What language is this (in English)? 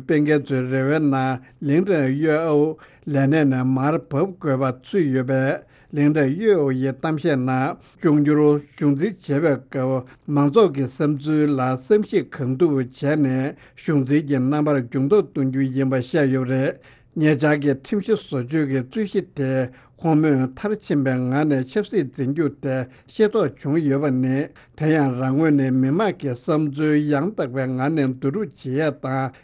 Tibetan